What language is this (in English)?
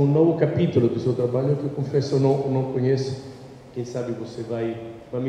Portuguese